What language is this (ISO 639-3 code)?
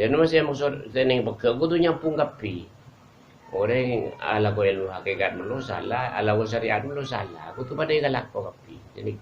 mad